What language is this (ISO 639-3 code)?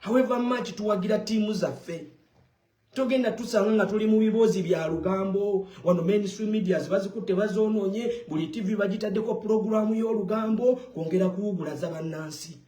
lug